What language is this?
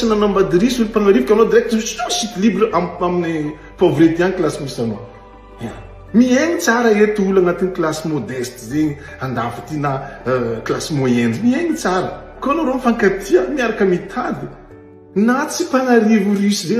Malagasy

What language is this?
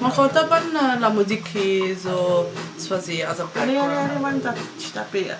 Morisyen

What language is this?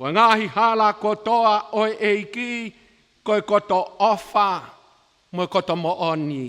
Tongan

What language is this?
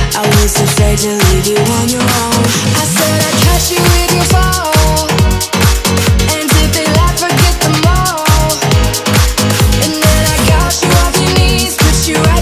English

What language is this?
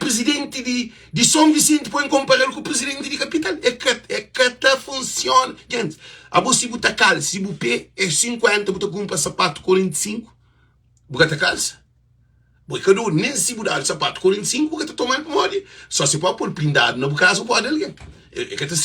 Kabuverdianu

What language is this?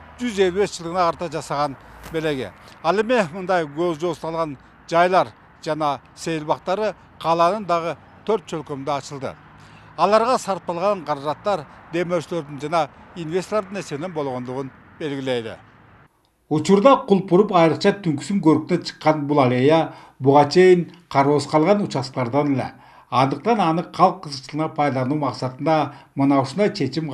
Kyrgyz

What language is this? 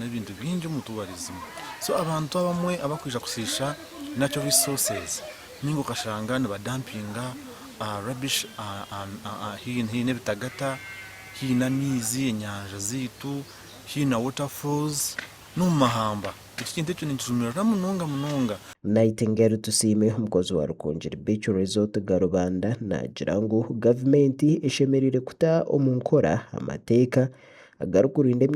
Nyankole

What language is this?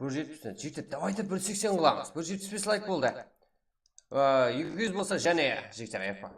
Kara-Kalpak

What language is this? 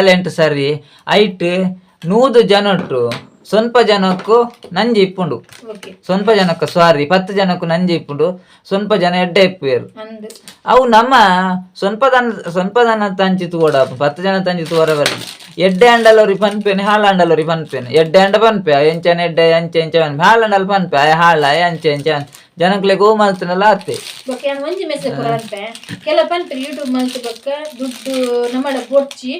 Tulu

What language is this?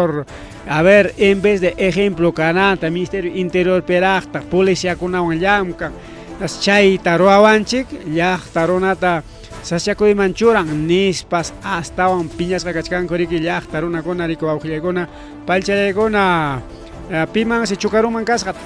Ayacucho Quechua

